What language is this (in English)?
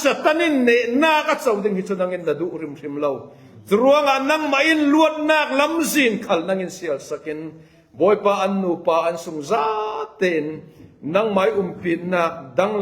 Falam Chin